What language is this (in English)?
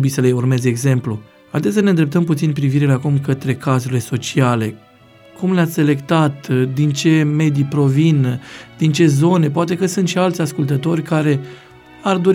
Romanian